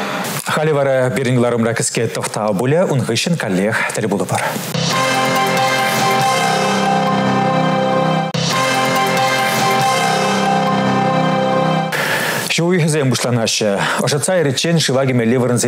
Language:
Chuvash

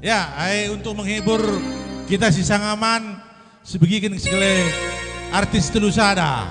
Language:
Batak Karo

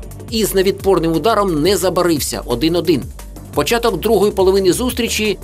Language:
Ukrainian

